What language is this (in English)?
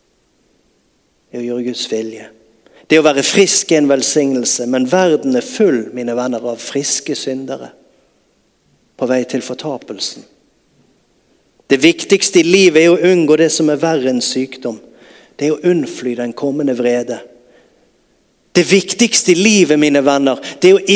Norwegian